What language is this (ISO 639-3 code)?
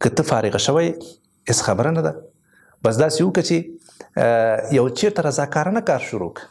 pus